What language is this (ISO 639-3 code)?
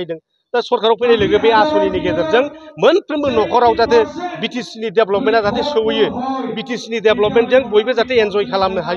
brx